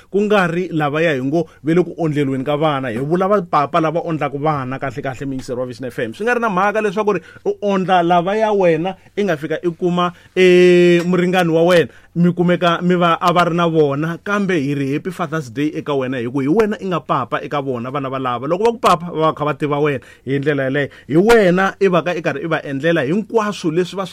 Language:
Tsonga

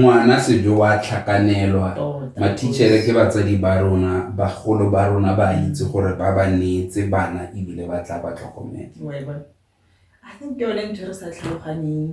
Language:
Tswana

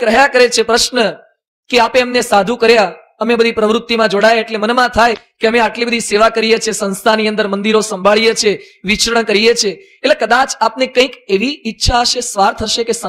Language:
Gujarati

